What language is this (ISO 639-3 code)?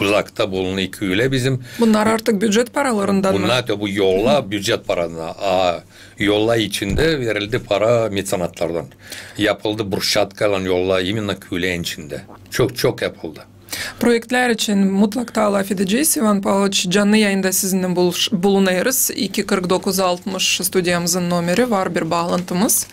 gag